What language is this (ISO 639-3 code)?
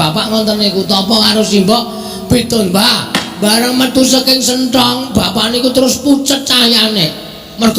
jav